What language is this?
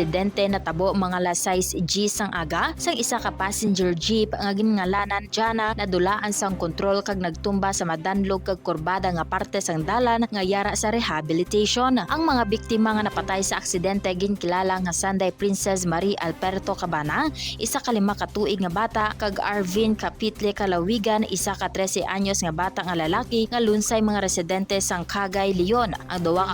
Hiligaynon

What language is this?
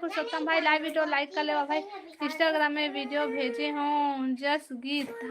Chhattisgarhi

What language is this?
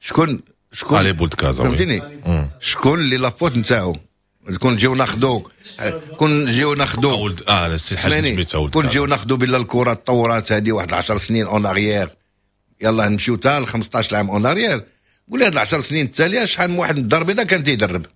Moroccan Arabic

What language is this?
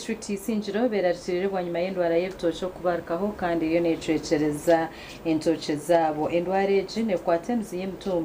Nyankole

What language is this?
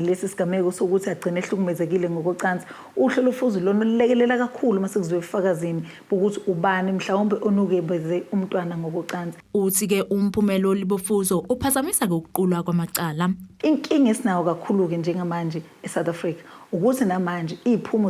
Zulu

